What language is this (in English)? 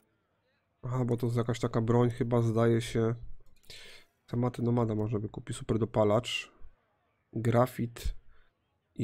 Polish